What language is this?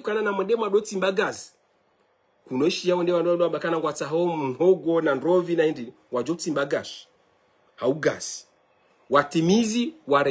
Ngazidja Comorian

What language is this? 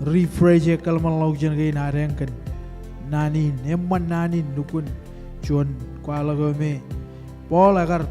Marshallese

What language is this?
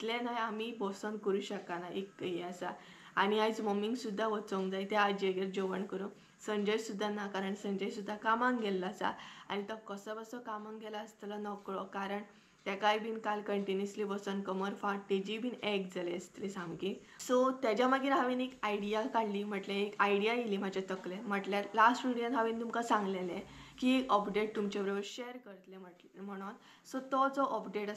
Konkani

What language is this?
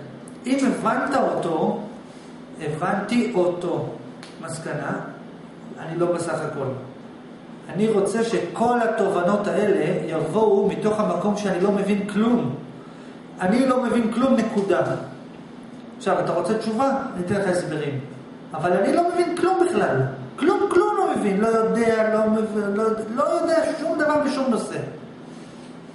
Hebrew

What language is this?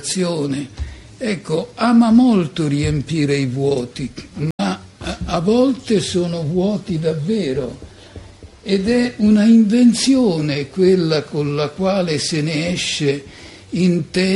Italian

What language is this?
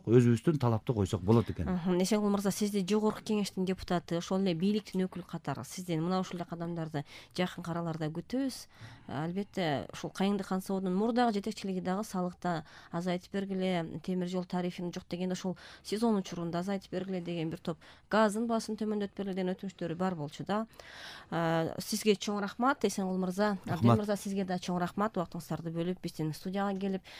Kyrgyz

